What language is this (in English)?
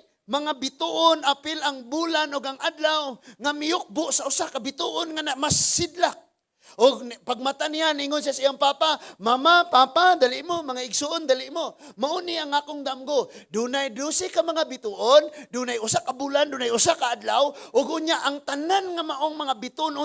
Cebuano